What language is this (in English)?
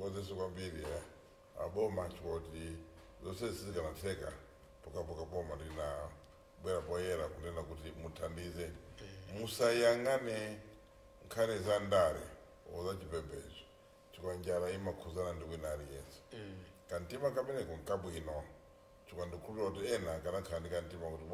Nyanja